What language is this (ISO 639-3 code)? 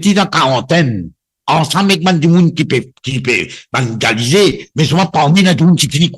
mfe